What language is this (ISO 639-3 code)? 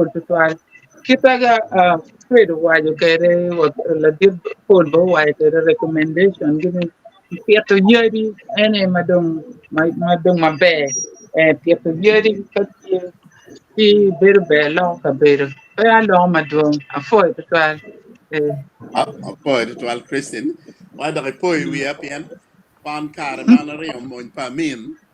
ach